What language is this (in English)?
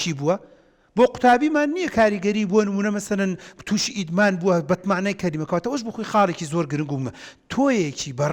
Central Kurdish